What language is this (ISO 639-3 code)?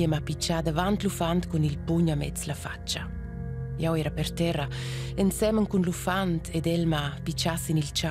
roh